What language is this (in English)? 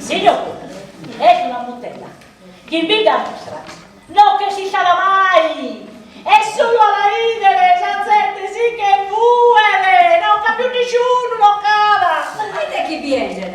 Sardinian